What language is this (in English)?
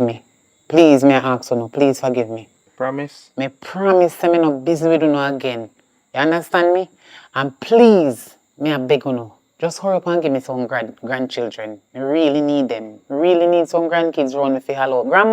Jamaican Creole English